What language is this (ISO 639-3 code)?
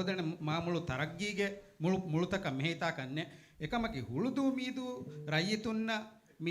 div